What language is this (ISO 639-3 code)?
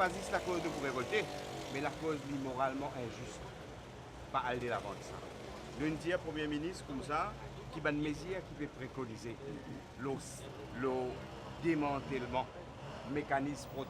mfe